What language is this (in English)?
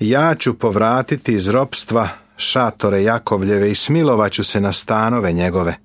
Serbian